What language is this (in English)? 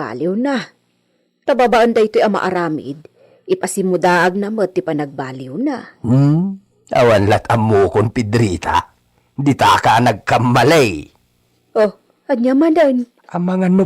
Iloko